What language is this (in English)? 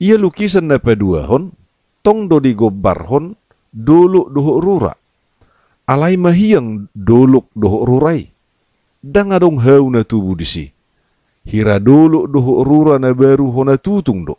Batak Toba